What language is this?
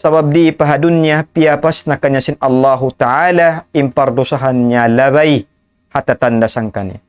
Tausug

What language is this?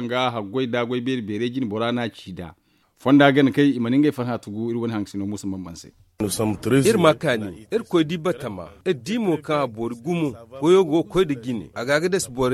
Zarma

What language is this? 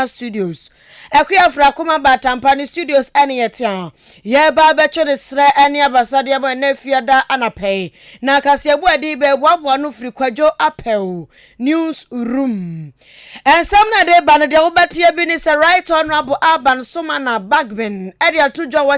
Akan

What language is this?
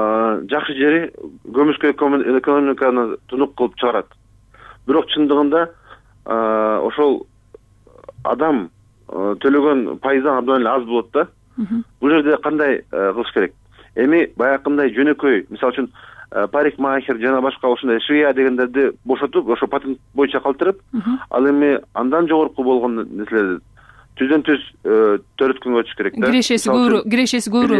Kyrgyz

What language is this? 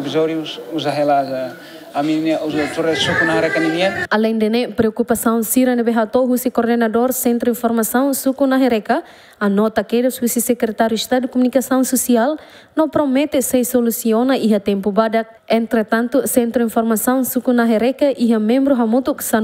Tetum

